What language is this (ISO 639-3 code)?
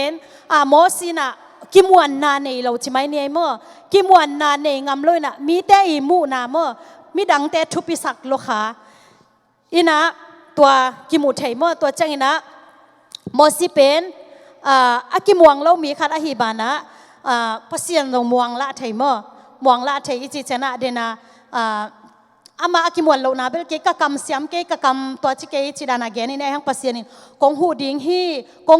ctd